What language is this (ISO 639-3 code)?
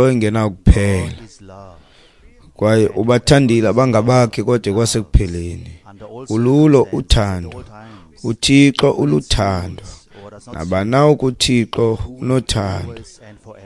xho